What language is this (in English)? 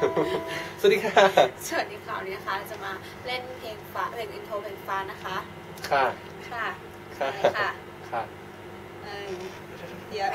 Thai